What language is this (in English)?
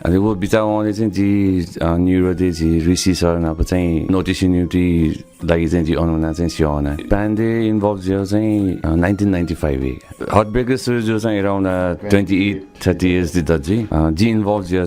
Newari